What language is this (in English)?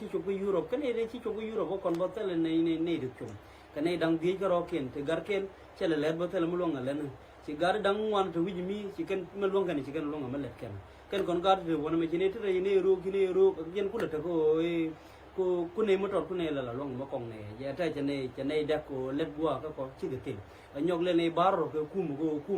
Nuer